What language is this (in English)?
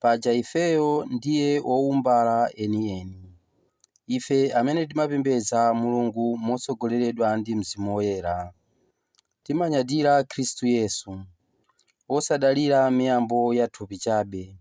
Nyanja